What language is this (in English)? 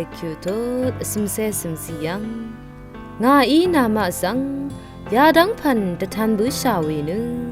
Rawang